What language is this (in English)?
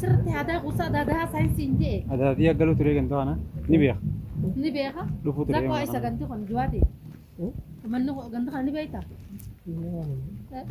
Oromo